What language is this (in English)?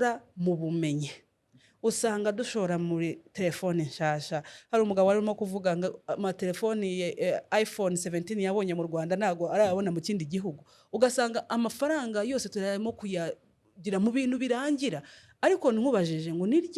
Kinyarwanda